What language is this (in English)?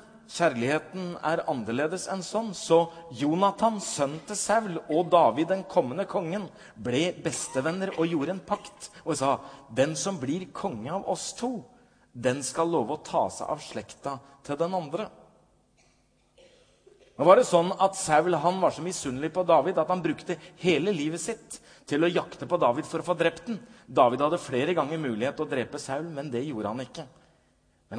Norwegian